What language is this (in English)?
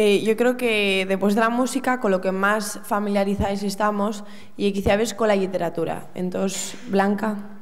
Asturian